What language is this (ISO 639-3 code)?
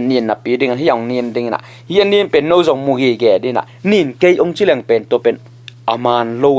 ctd